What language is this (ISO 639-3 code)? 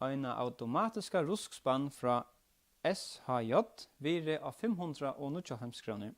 fao